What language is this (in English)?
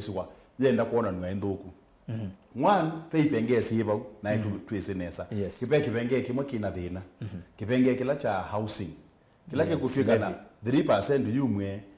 Kamba